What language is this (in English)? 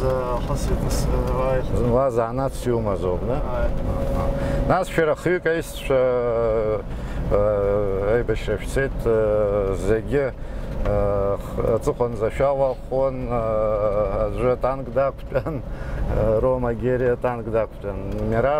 Abkhazian